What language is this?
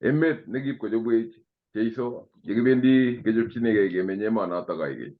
Kalenjin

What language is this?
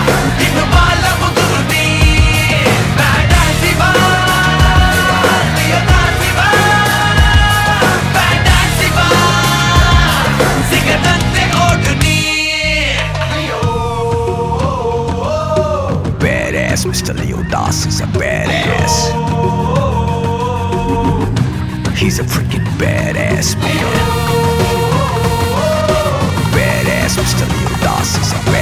Kannada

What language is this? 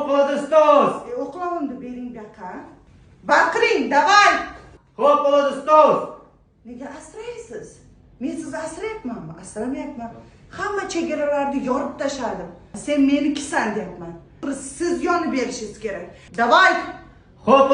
Uzbek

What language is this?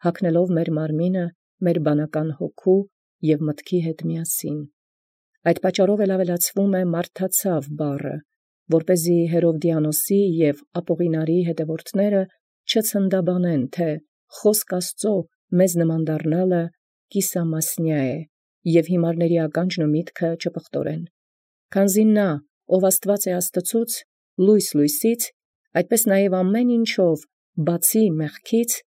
Armenian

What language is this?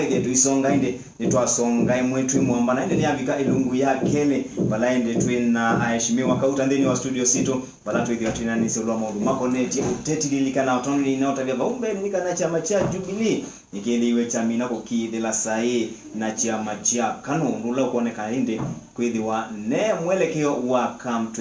Kamba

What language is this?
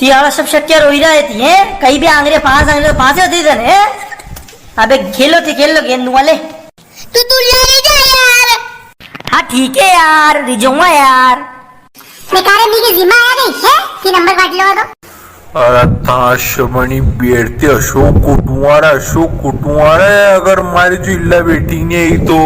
Rajasthani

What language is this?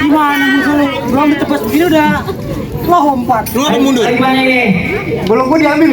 Betawi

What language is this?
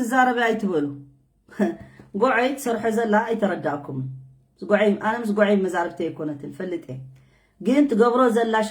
Tigrinya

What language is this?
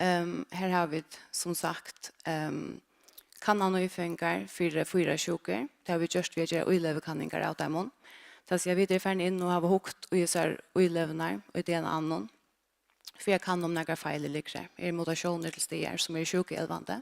Faroese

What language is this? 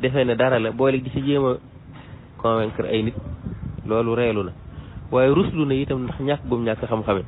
Wolof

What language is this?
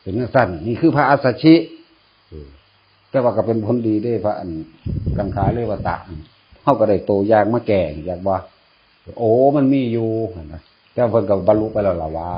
Northeastern Thai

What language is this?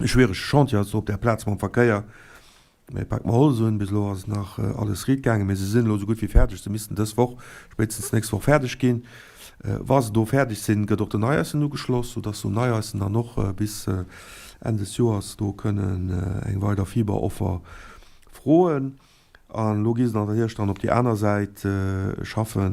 Luxembourgish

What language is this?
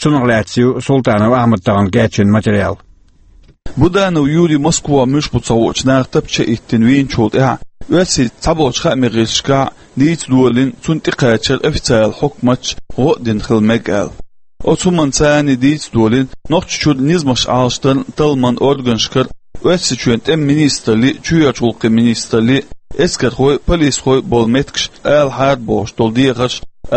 Chechen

